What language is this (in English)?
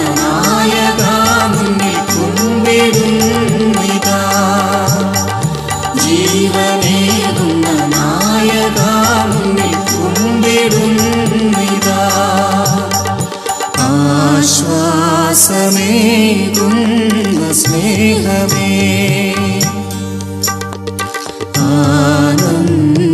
Malayalam